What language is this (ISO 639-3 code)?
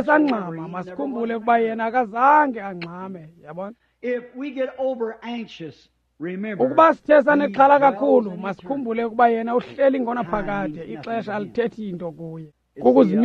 xho